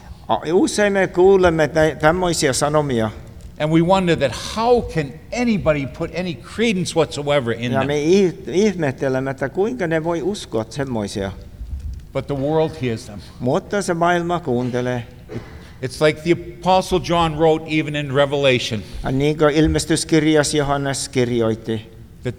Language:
Finnish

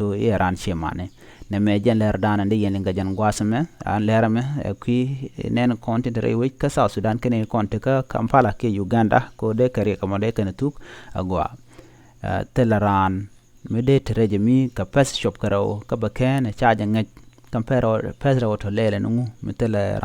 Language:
Nuer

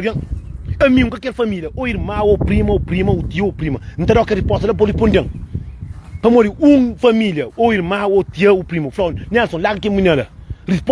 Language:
Kabuverdianu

